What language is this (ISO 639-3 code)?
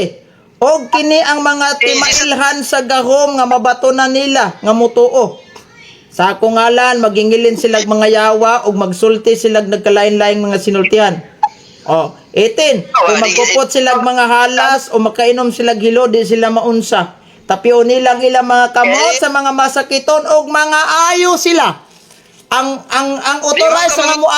ceb